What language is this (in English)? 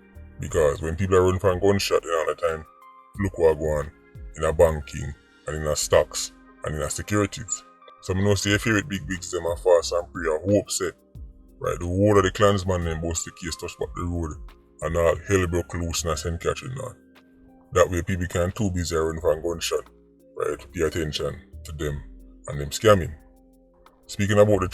Jamaican Creole English